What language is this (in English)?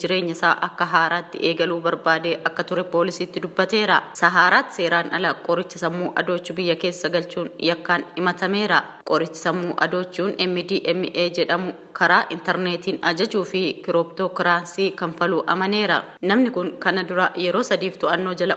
Oromo